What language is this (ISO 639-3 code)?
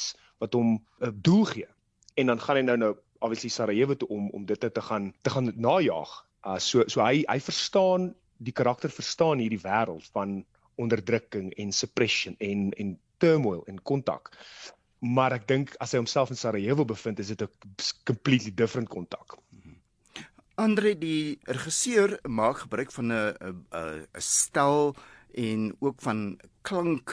afr